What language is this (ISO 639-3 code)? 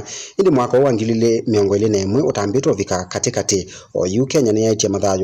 kam